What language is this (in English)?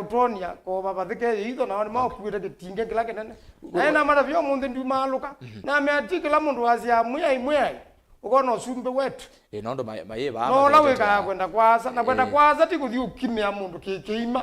Kamba